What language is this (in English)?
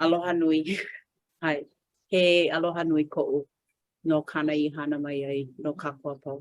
Hawaiian